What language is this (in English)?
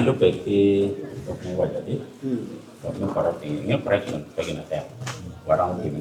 Acoli